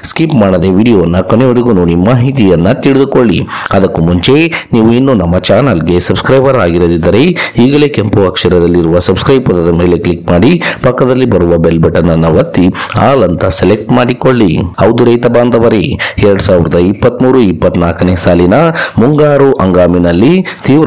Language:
Kannada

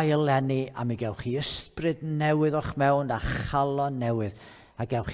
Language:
Welsh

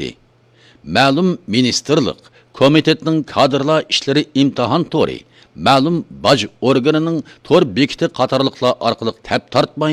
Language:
Uyghur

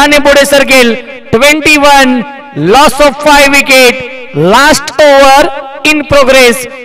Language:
Marathi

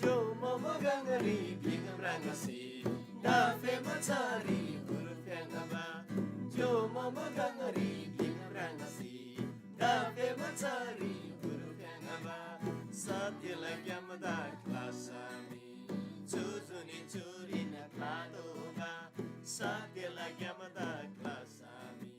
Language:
Eastern Tamang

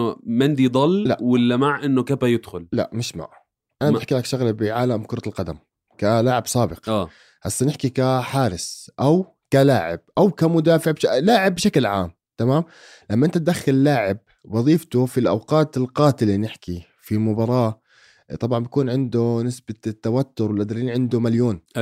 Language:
North Levantine Arabic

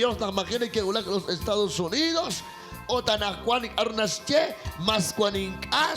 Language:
Kekchí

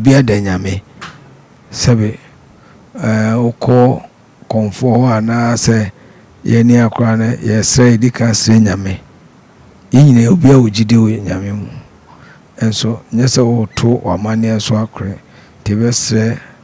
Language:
Akan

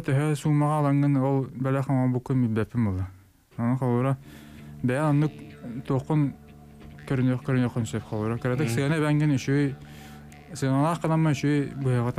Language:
Yakut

